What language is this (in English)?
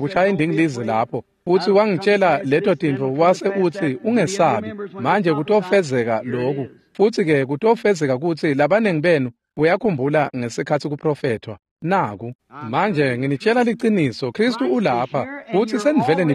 Swati